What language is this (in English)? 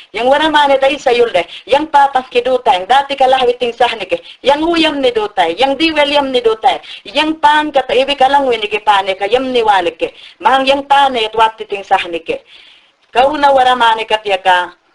Mayangna